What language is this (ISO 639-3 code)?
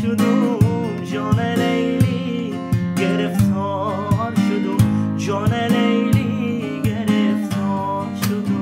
tgk